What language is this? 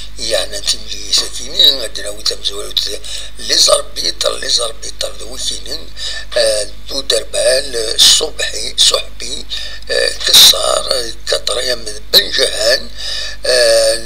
Kabyle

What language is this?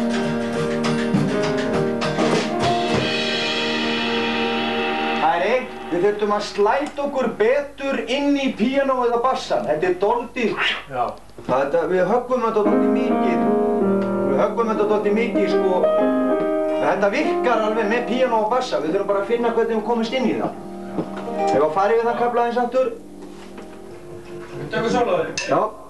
Icelandic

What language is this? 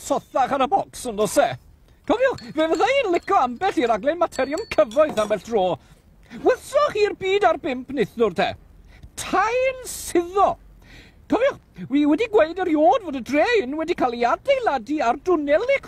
Welsh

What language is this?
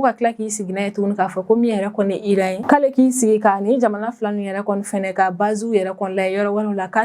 Bambara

